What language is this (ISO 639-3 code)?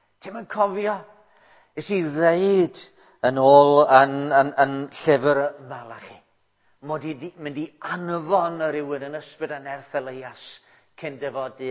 cym